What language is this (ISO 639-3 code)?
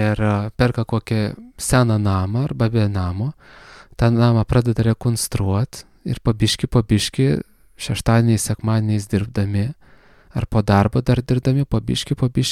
lit